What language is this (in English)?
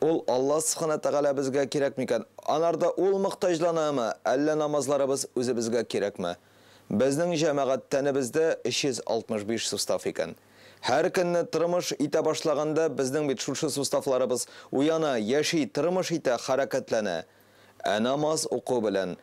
Tatar